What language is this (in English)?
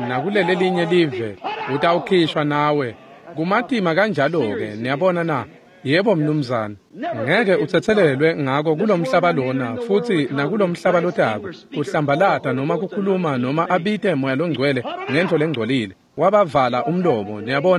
Swati